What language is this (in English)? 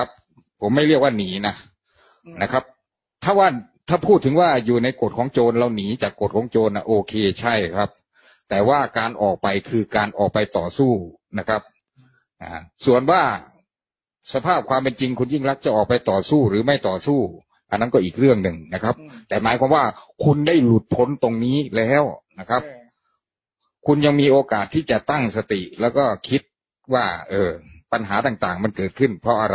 Thai